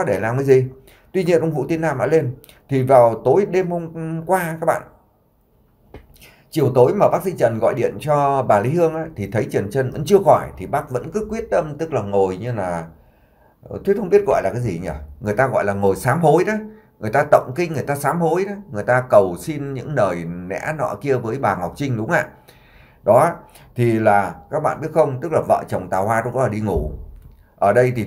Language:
Vietnamese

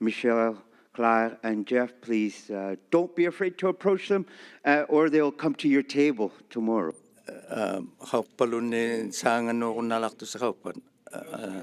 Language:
Inuktitut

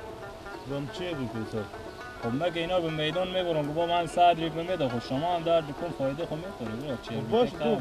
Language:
Persian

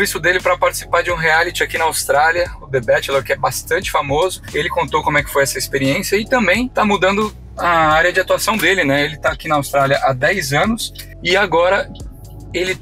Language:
Portuguese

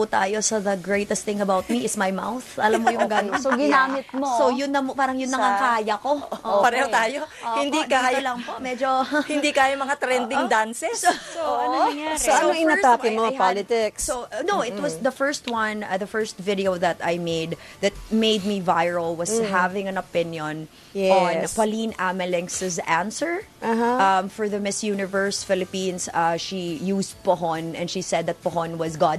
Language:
Filipino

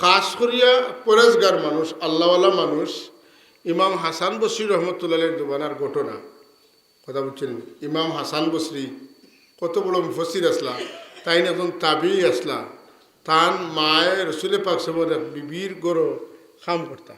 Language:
Sylheti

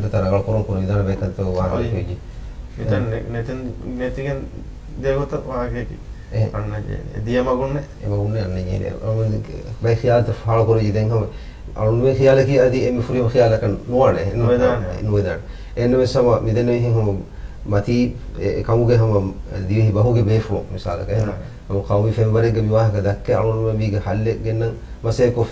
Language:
Divehi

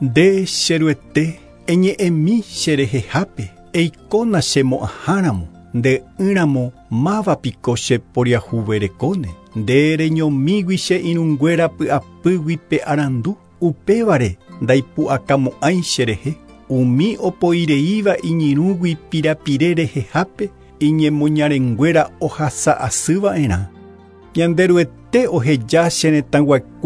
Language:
Guarani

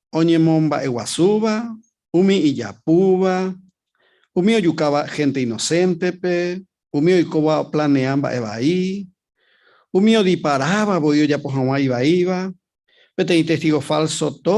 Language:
Guarani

